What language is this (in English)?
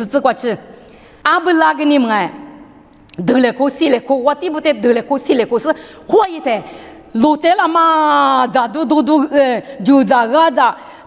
Lisu